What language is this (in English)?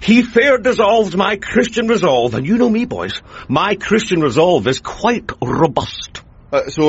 English